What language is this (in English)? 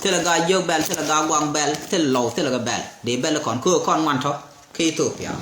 Nuer